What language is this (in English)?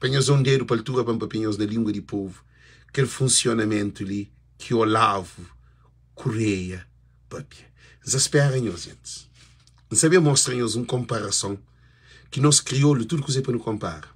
Kabuverdianu